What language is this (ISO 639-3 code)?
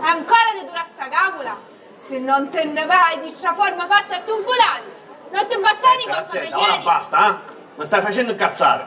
scn